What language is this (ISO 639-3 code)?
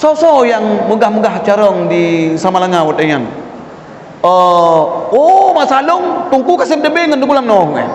ace